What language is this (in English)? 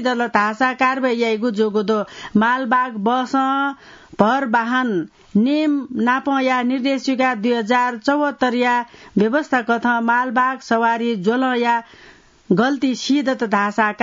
Newari